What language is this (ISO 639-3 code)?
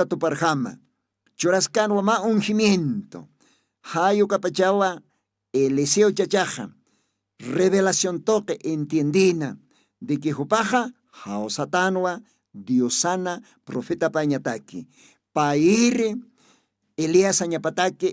aym